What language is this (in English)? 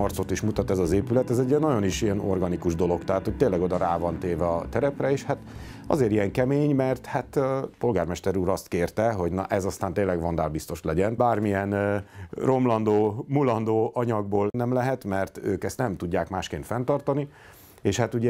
Hungarian